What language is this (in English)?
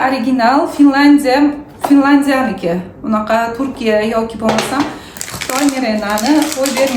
Uzbek